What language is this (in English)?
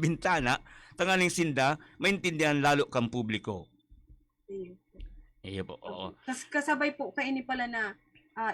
Bikol